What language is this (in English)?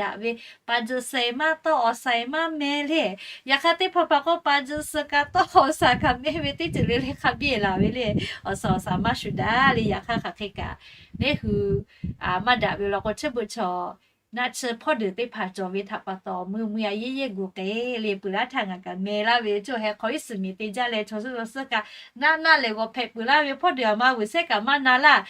Lahu